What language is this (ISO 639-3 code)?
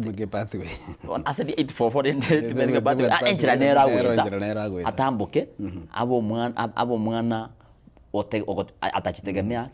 guz